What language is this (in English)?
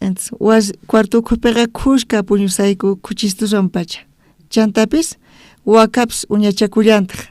South Bolivian Quechua